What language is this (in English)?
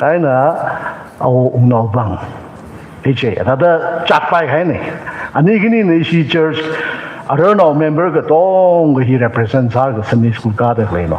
Tangkhul Naga (India)